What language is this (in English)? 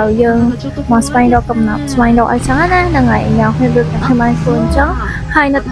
Khmer